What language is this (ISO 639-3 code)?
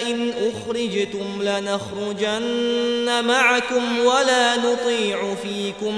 ara